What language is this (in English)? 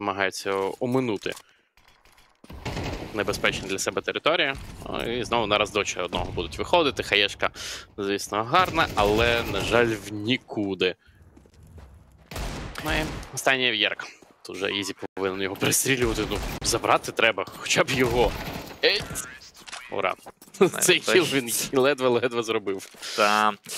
Ukrainian